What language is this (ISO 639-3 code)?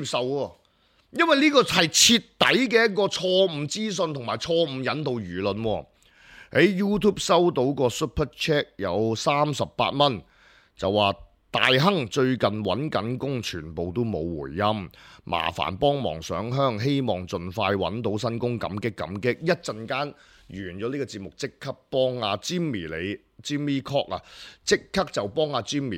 yue